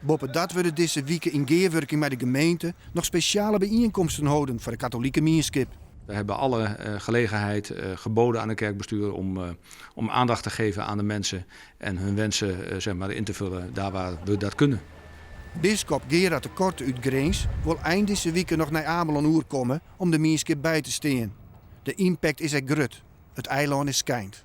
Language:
Western Frisian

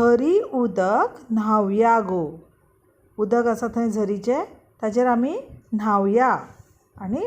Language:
Konkani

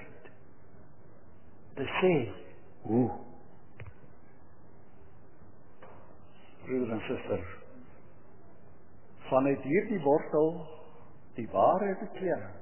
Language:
Afrikaans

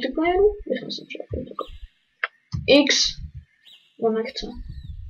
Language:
Czech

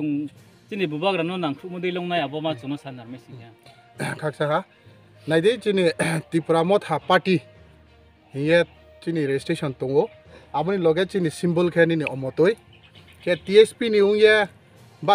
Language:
Riang (India)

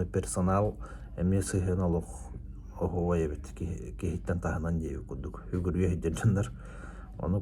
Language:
Yakut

